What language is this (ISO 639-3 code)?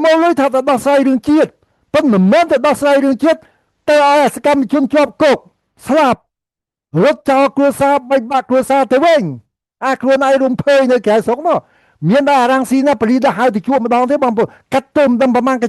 khm